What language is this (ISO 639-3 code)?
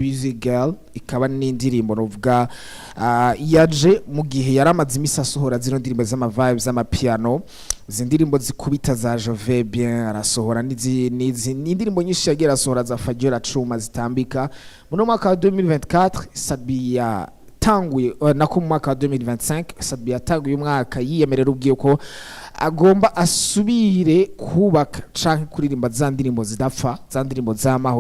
run